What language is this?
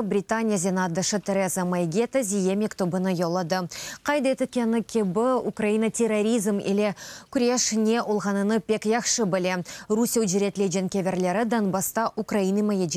Crimean Tatar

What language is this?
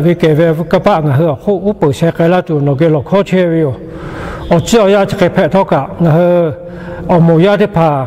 Lahu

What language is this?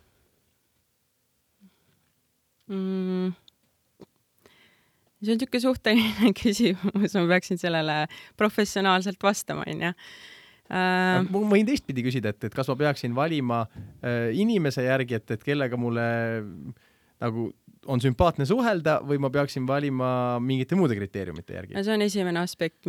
Estonian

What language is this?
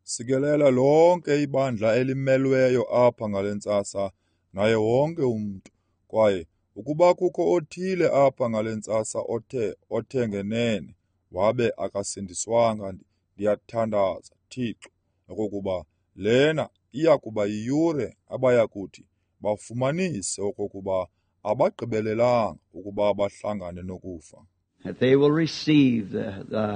Xhosa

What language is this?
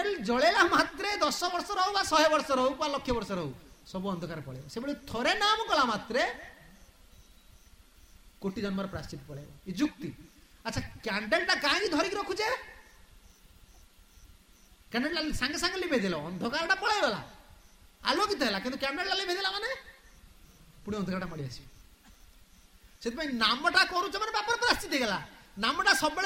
Odia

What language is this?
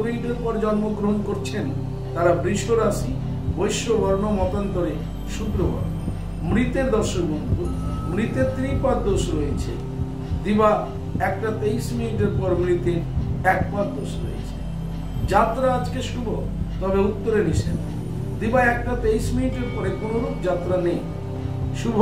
Bangla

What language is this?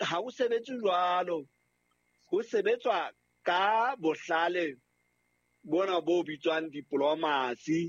Southern Sotho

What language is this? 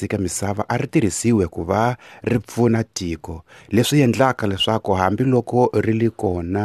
Tsonga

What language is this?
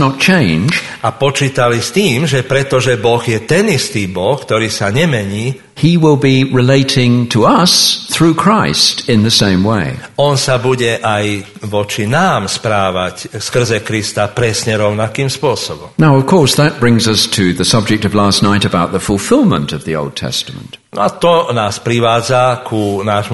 Slovak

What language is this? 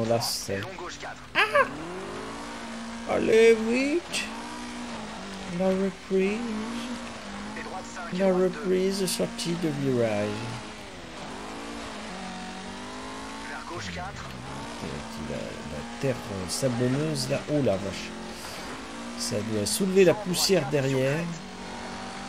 French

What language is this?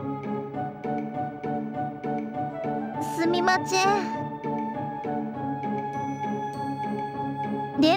Japanese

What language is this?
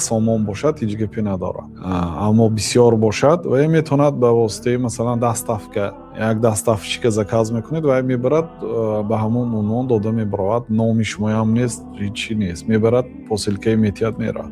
Tajik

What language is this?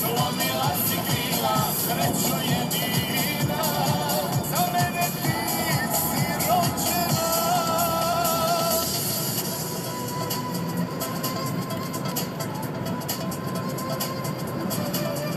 Croatian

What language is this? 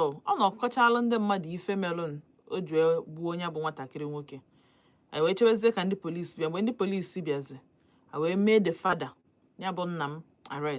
Igbo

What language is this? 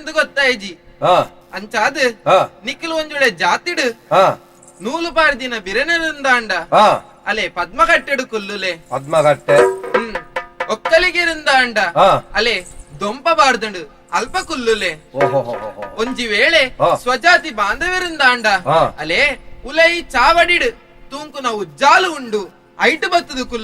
Tulu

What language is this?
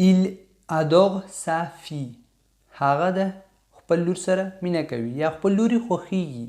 Pashto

